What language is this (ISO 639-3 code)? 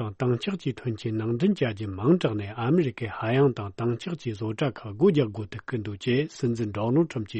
bod